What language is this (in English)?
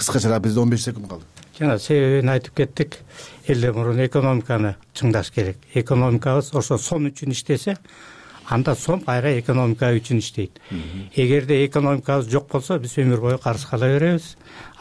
Kyrgyz